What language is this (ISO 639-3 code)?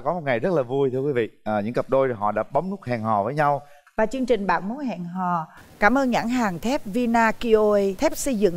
vie